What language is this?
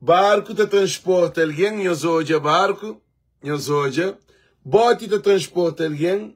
Kabuverdianu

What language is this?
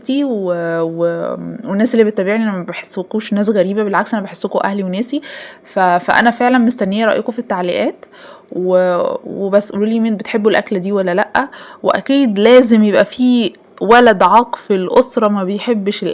Egyptian Arabic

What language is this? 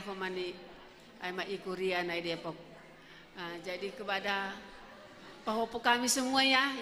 Batak Simalungun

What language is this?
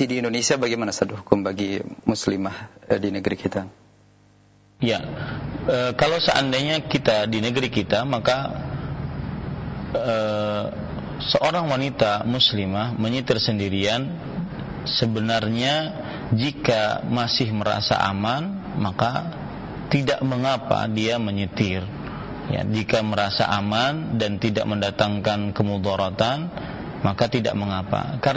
Indonesian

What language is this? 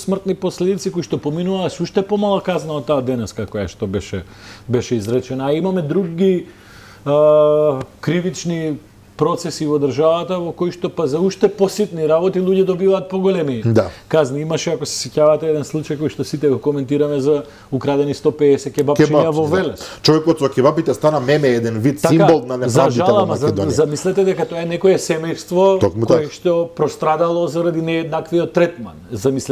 Macedonian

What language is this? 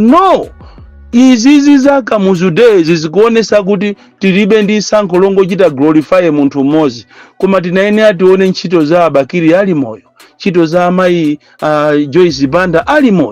Nyanja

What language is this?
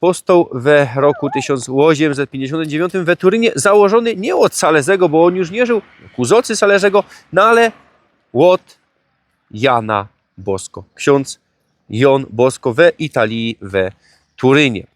Silesian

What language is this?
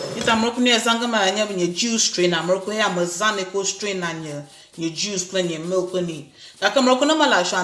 Ewe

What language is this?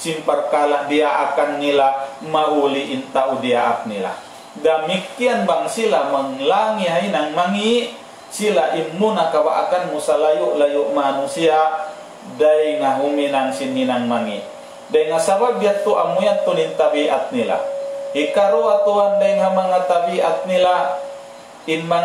Tausug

